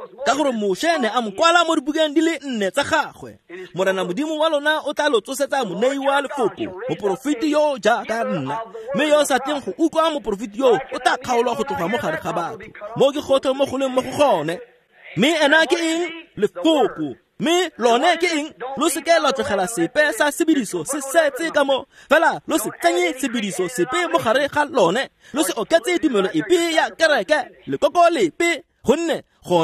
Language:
Tswana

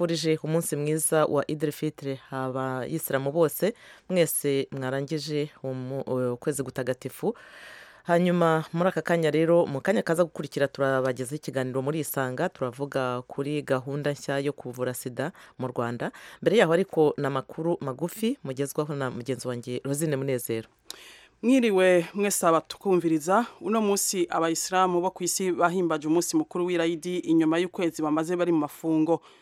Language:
Kinyarwanda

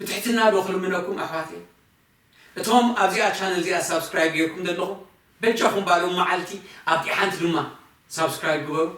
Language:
Tigrinya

